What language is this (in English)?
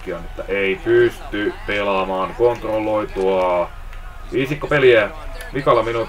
Finnish